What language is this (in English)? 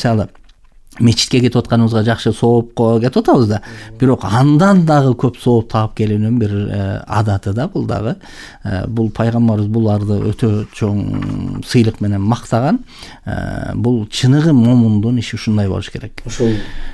Kyrgyz